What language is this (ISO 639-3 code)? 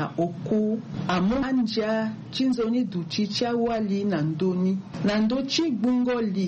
sag